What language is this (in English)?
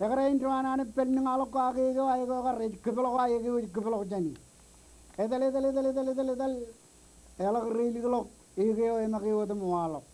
Marshallese